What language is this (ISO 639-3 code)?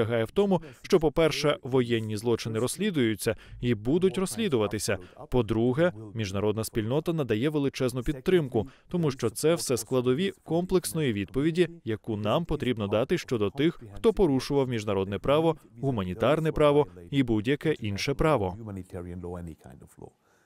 ukr